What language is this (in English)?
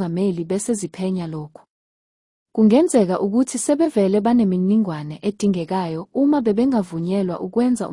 Zulu